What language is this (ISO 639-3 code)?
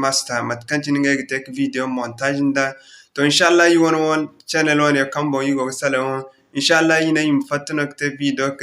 dje